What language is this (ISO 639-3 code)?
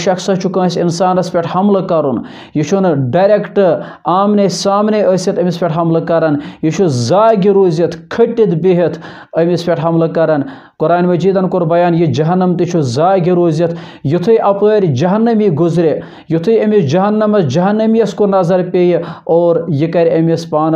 kas